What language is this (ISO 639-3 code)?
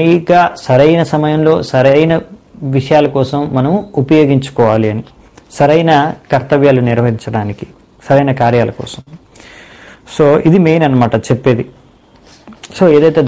tel